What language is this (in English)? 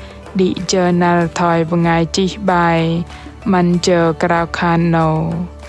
Bahnar